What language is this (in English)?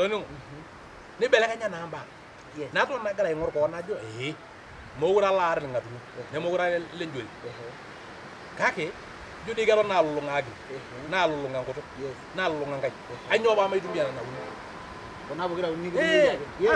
Masai